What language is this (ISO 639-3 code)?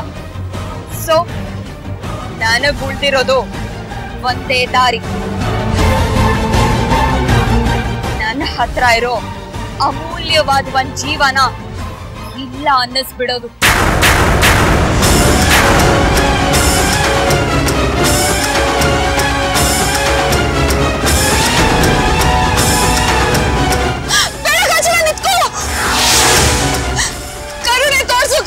kan